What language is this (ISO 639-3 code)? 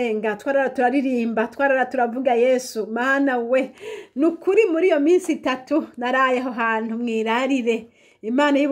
run